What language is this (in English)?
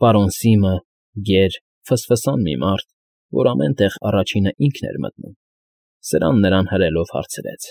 Armenian